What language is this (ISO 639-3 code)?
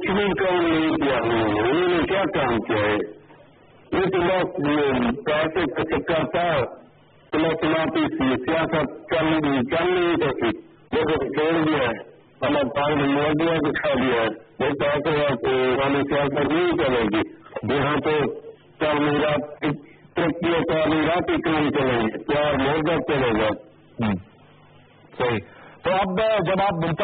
urd